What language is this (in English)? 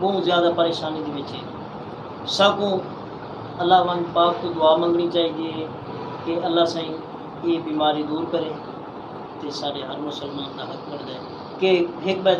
Saraiki